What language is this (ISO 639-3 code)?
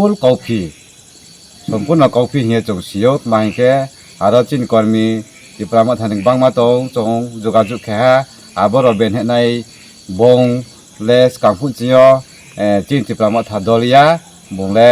trp